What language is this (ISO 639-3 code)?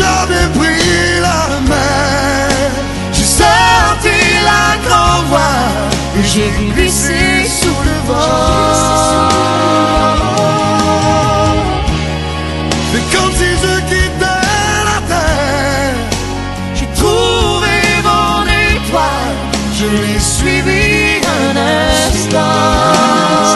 fra